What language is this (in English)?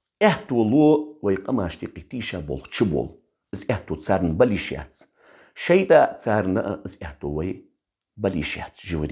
Ingush